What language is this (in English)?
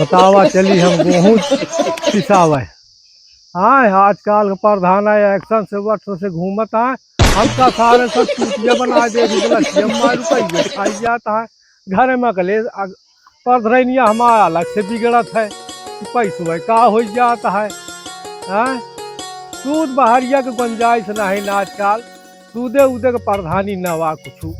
Awadhi